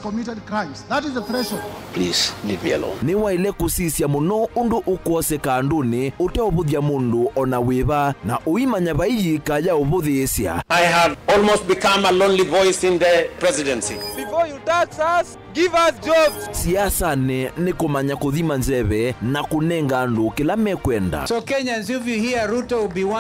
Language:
Kamba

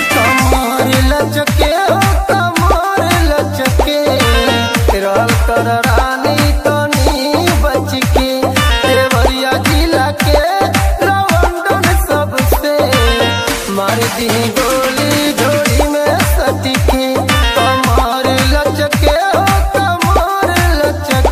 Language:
Bhojpuri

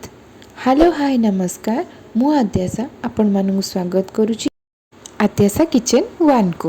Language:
Odia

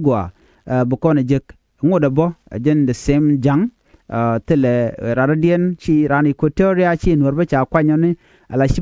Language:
Nuer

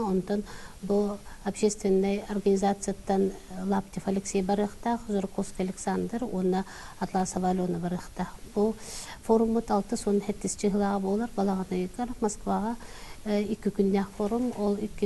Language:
Yakut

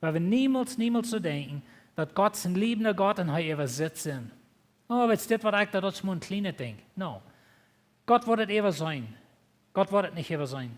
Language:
Plautdietsch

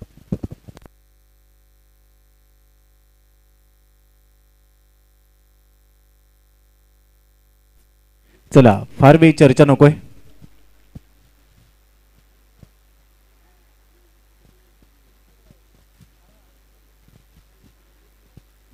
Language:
Marathi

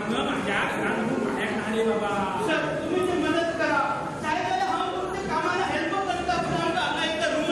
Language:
Konkani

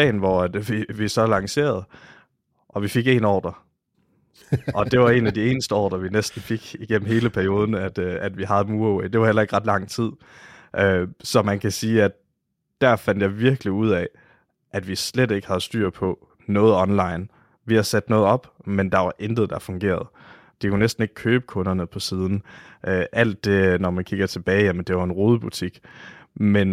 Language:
Danish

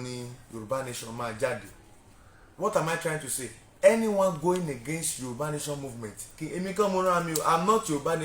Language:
Yoruba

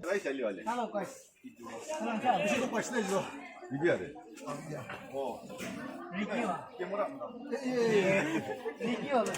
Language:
Yimchungru Naga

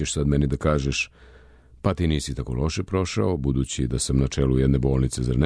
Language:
Serbian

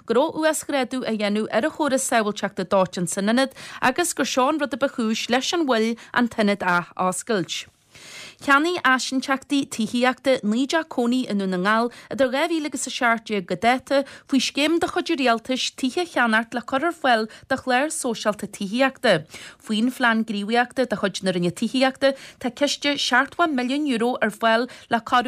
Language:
Irish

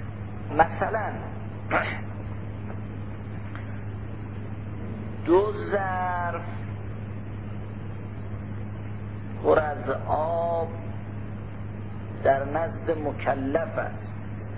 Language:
Persian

